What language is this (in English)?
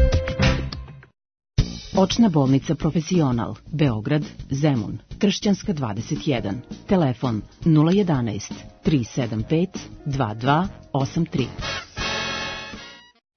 Serbian